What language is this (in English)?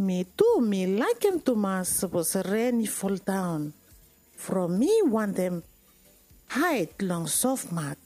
Bislama